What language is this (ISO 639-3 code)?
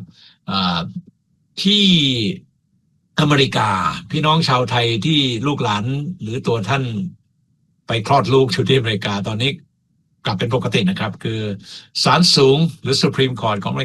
tha